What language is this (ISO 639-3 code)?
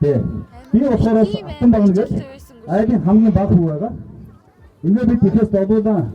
mon